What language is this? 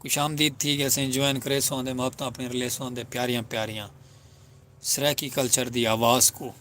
Saraiki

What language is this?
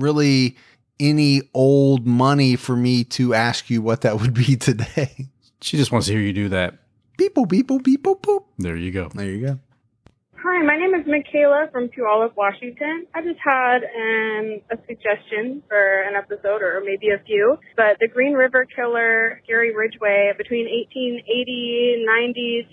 English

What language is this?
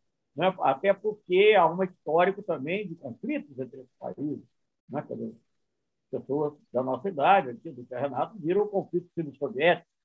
Portuguese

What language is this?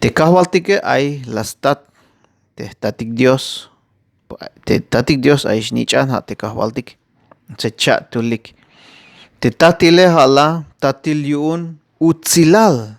Tzeltal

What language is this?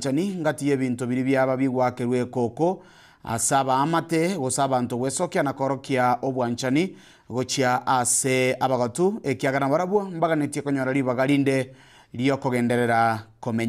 Gusii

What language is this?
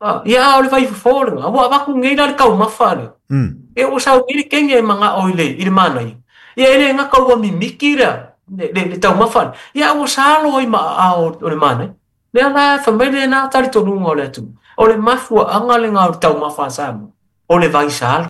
Samoan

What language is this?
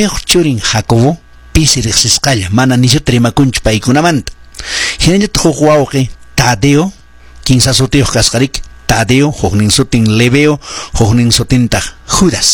Quechua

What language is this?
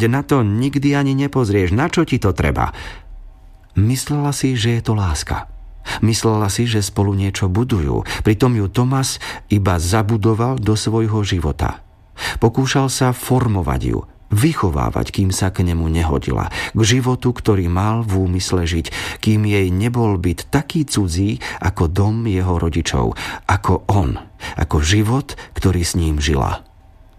Slovak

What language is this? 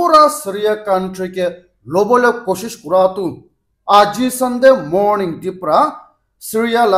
Naga Pidgin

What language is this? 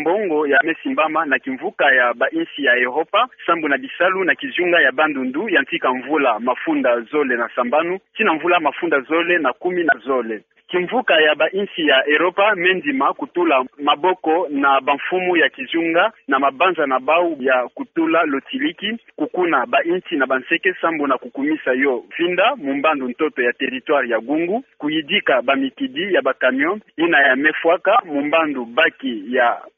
Kituba (Democratic Republic of Congo)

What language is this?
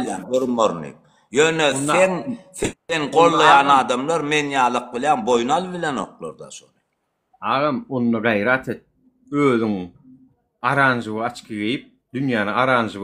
Turkmen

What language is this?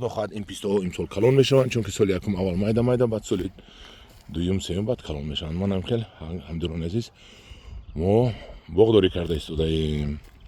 Tajik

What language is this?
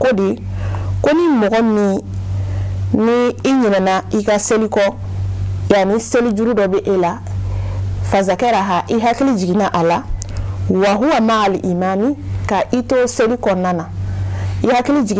Bambara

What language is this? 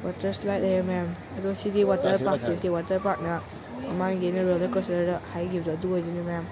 Manipuri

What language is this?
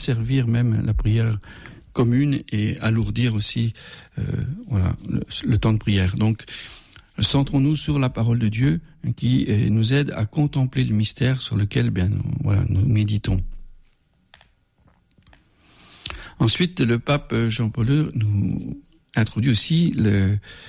French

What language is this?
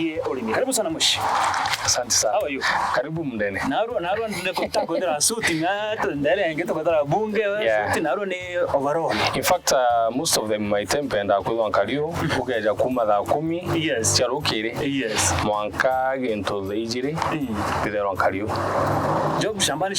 Meru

